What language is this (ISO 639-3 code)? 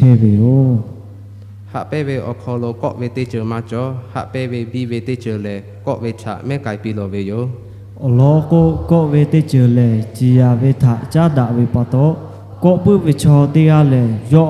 lhu